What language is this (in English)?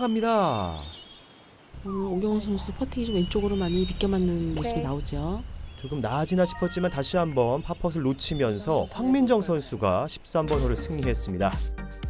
Korean